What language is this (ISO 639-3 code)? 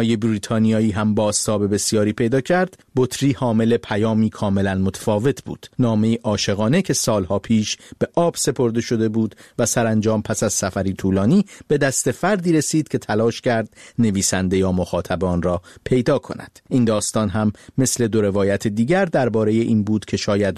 fas